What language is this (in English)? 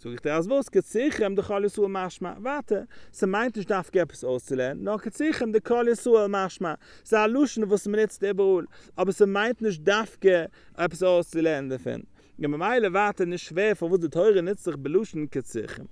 Yiddish